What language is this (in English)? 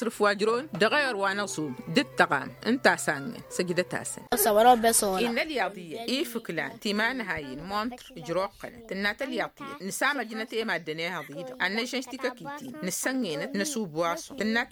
Tamasheq